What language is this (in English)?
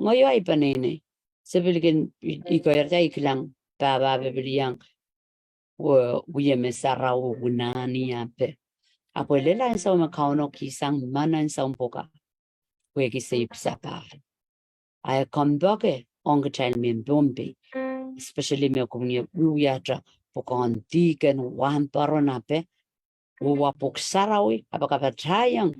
Pohnpeian